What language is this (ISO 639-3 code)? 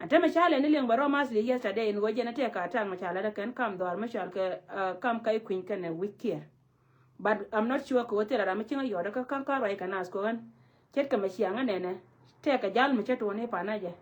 nus